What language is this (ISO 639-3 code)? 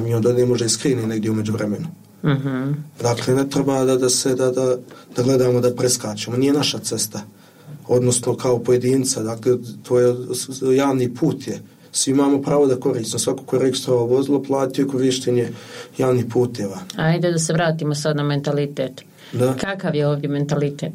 bos